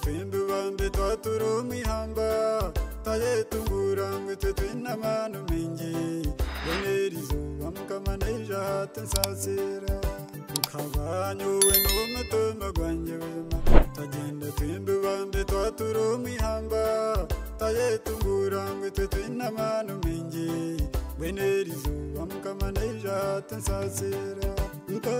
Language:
Nyankole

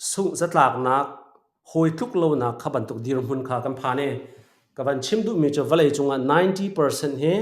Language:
Hakha Chin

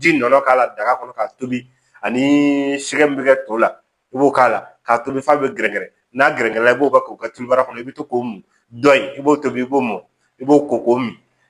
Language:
Bambara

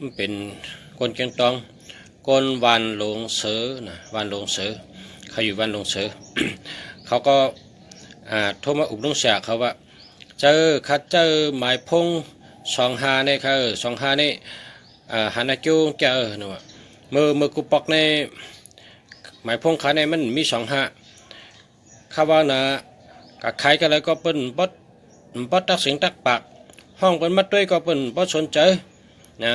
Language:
Shan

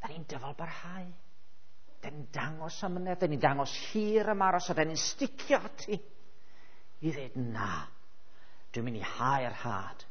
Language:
Welsh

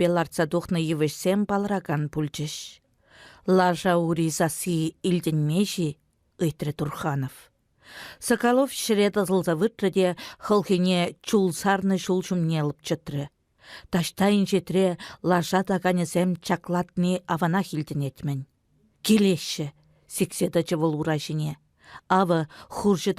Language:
Chuvash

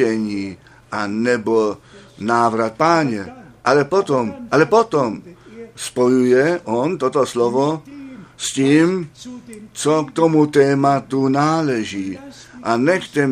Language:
Czech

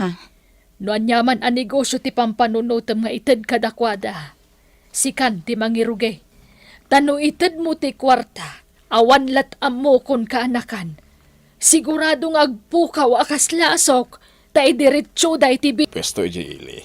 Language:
Iloko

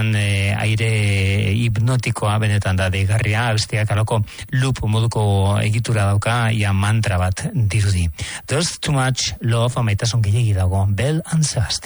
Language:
Basque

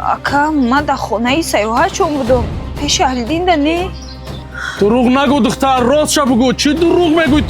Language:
Tajik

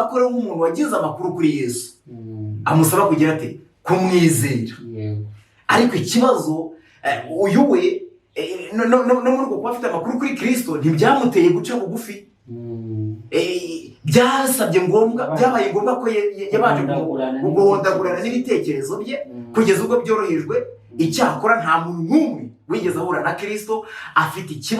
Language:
Kinyarwanda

